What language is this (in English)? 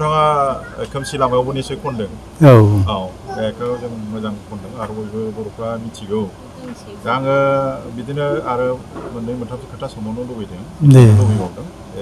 Bodo